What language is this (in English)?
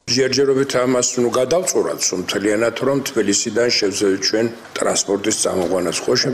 Georgian